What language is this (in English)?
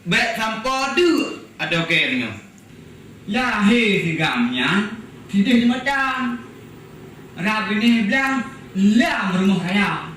Achinese